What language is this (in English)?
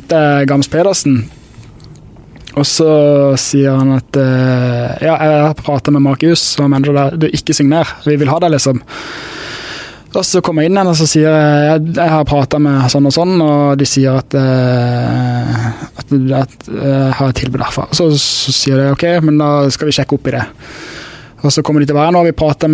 Norwegian